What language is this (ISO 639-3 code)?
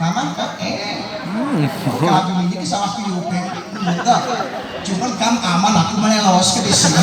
gay